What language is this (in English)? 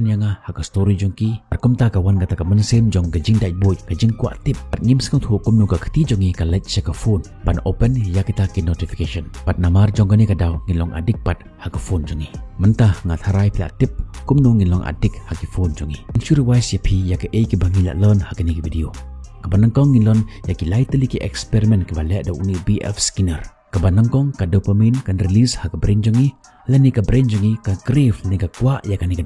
Khasi